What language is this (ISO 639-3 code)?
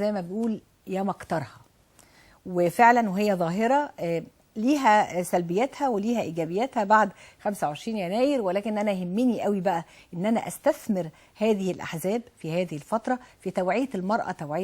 arz